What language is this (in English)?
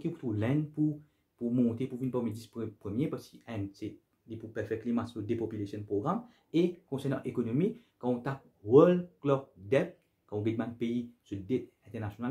Morisyen